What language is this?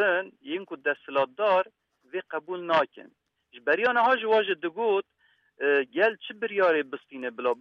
Kurdish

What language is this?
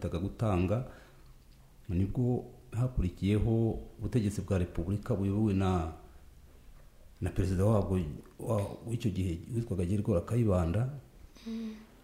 Kinyarwanda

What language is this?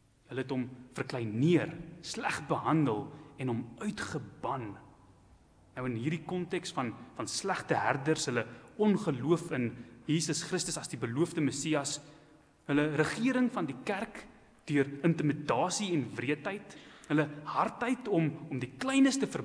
Afrikaans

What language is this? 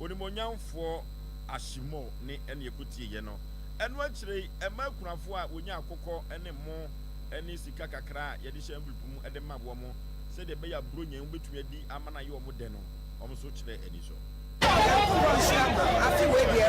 Akan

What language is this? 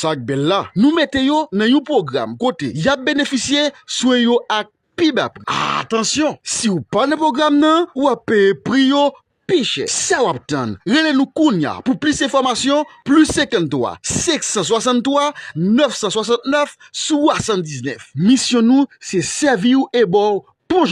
Haitian Creole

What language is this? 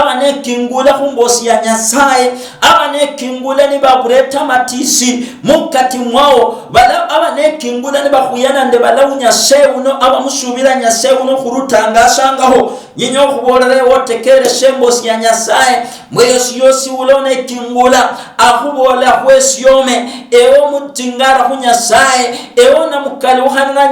Luyia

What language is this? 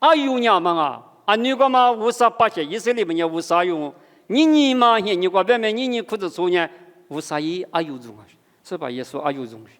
Lisu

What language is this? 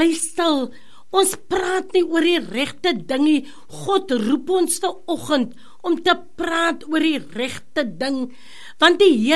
Afrikaans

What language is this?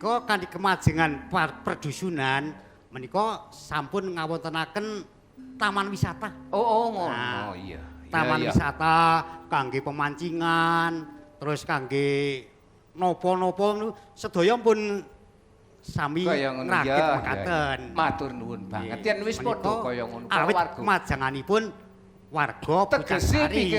Javanese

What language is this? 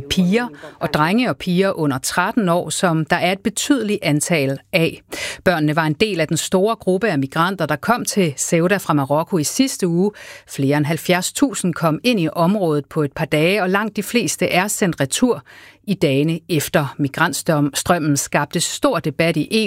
Danish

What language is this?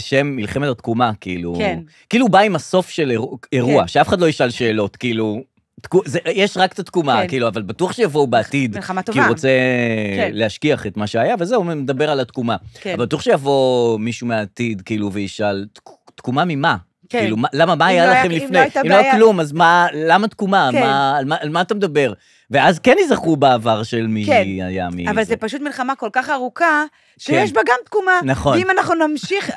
Hebrew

